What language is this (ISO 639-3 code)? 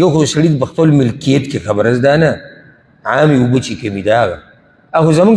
pus